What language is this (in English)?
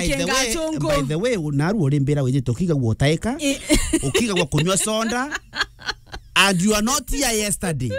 Meru